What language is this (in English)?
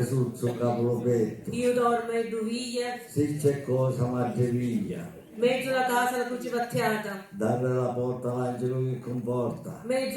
Sicilian